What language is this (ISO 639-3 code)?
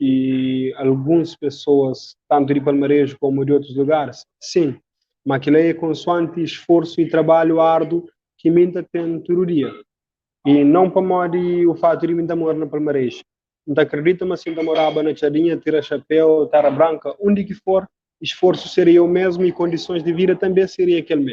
kea